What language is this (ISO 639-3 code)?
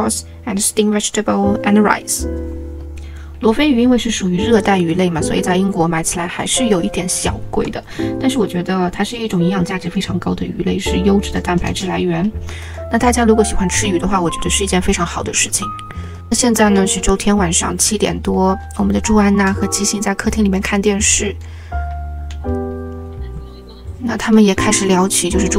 zho